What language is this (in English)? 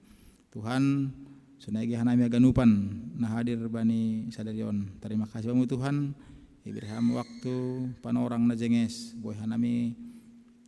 Batak Simalungun